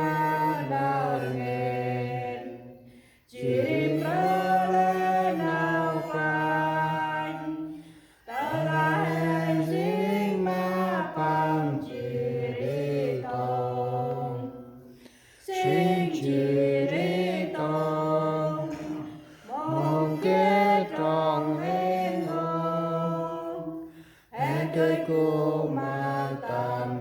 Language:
Central Mnong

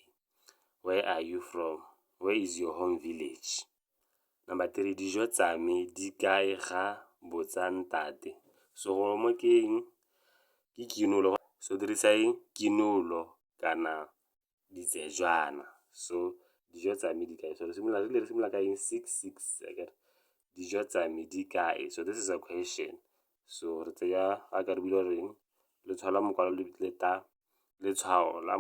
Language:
Tswana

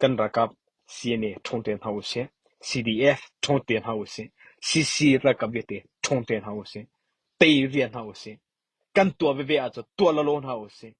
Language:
Hakha Chin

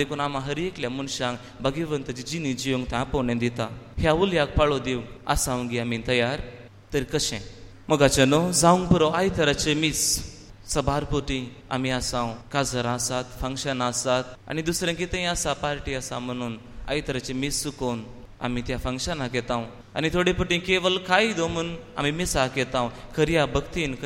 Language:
Konkani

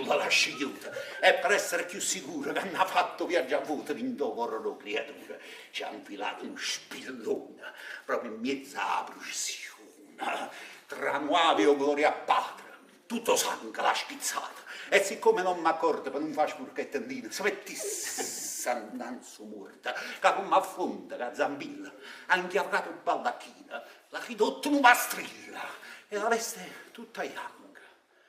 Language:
Neapolitan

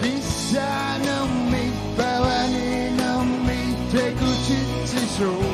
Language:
Kalaallisut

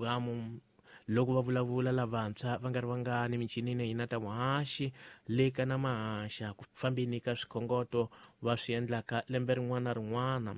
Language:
Tsonga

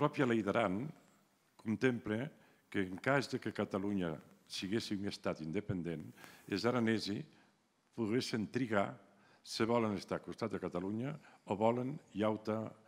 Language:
Occitan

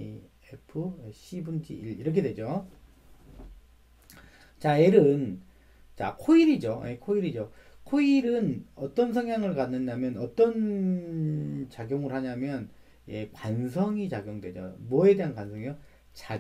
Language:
Korean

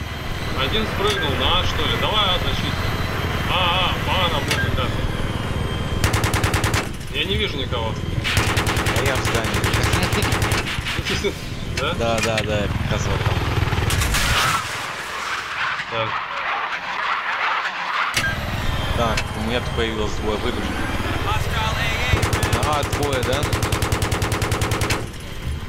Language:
Russian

